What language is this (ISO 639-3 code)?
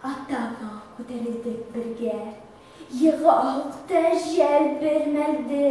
bak